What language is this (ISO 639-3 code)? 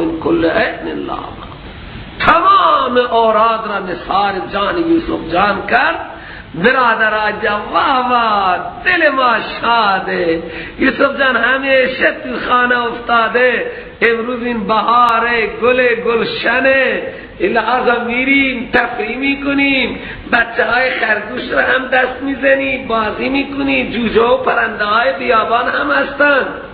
fas